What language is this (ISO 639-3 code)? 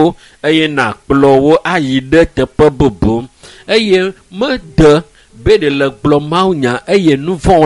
ewe